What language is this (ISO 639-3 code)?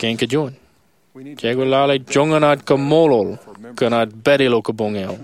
mah